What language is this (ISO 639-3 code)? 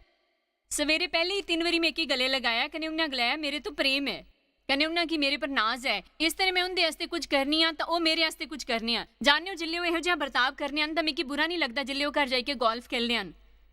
doi